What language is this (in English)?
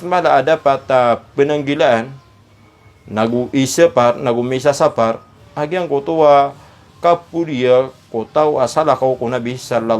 Maranao